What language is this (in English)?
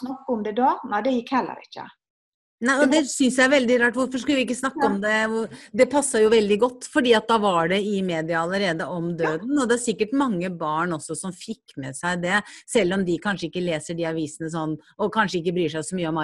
Norwegian